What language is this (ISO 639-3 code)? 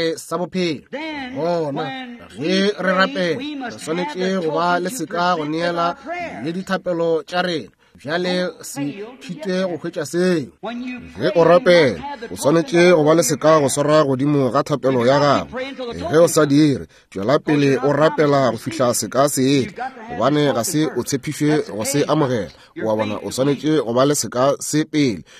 nso